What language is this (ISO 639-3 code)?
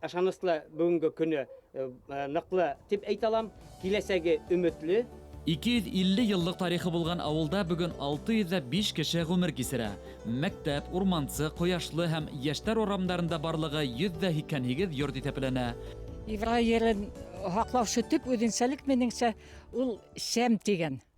bak